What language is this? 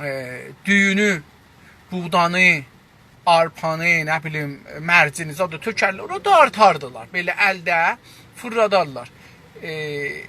South Azerbaijani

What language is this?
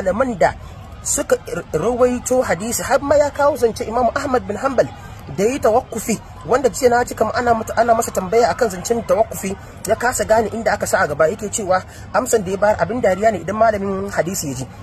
Hausa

